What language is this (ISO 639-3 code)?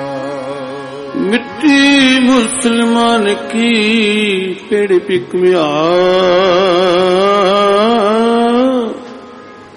pan